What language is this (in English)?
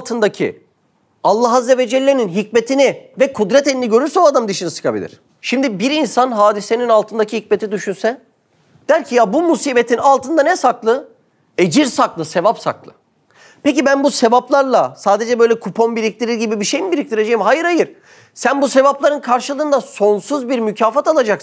Turkish